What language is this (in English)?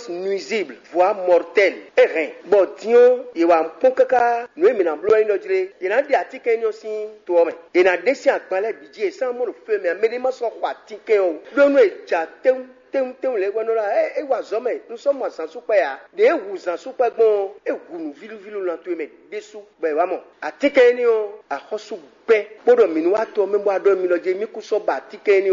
Fon